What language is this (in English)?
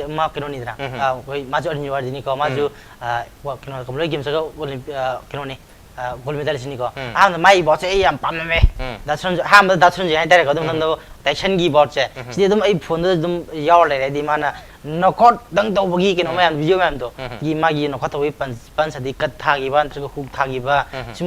Manipuri